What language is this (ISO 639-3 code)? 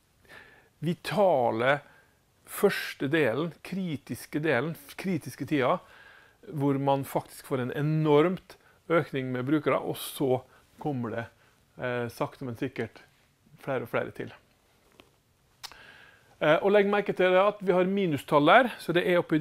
nor